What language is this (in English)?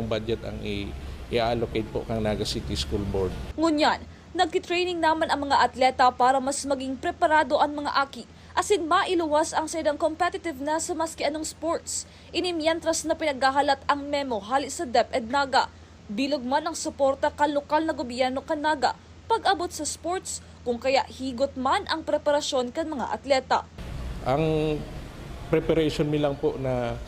Bikol